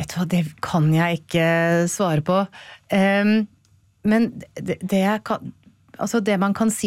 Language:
Norwegian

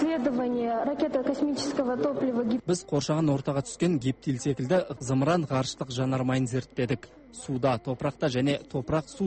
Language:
Kazakh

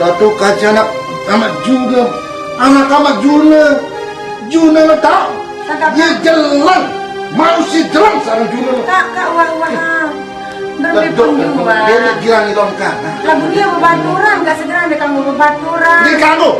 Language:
Sasak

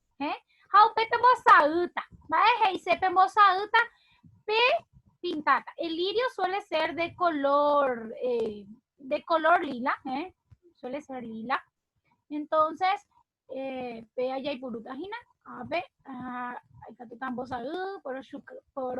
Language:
Guarani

